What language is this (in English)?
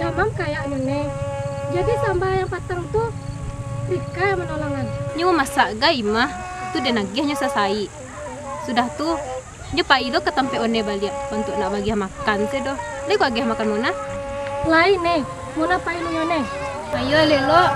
Minangkabau